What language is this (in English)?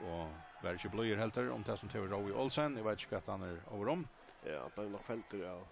Faroese